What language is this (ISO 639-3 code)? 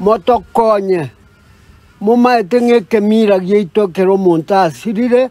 guz